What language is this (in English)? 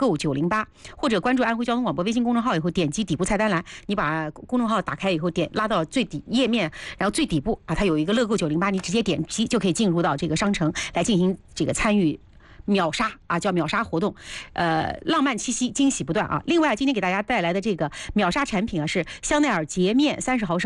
Chinese